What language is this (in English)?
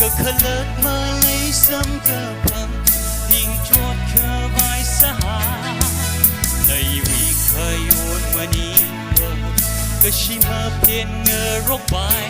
Tangkhul Naga (India)